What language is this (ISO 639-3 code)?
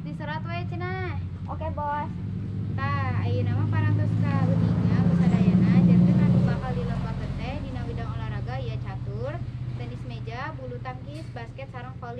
sun